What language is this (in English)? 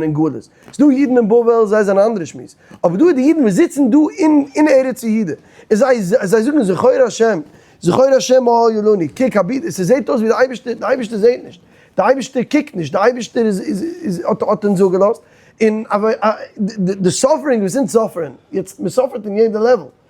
Yiddish